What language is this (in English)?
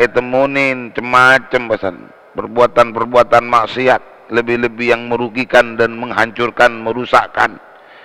Madurese